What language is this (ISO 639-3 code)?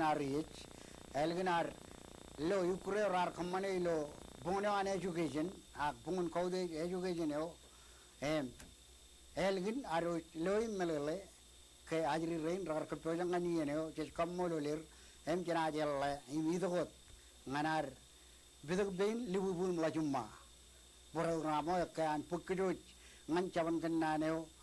mah